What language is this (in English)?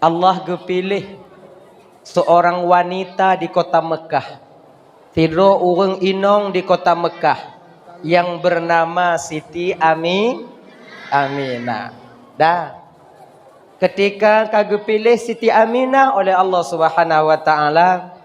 Achinese